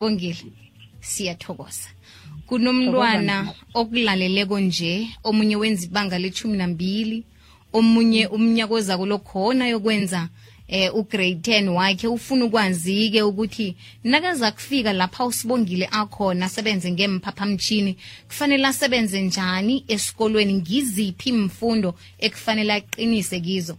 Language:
South Ndebele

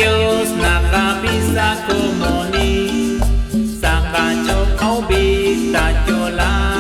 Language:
Kekchí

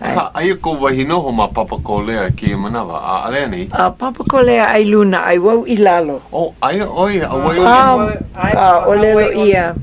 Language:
Hawaiian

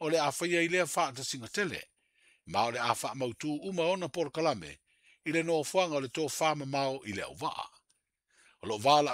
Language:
Samoan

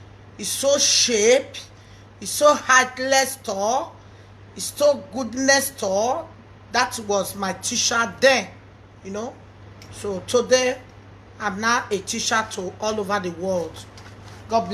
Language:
Nigerian Pidgin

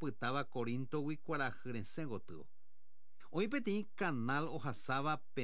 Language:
Guarani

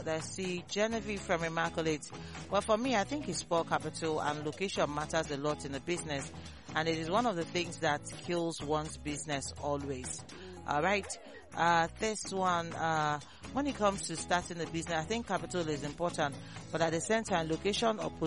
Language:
English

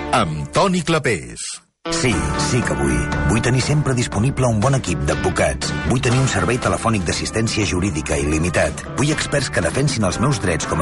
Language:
Catalan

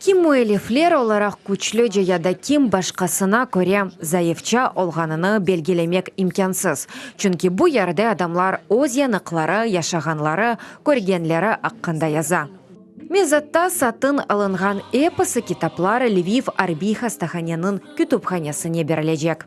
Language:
Crimean Tatar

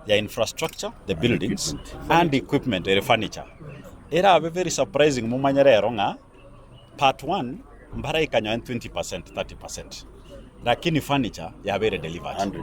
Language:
Gusii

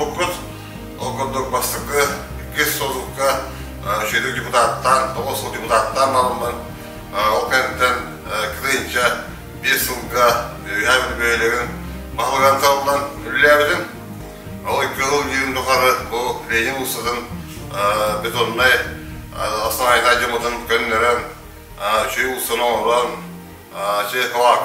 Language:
Yakut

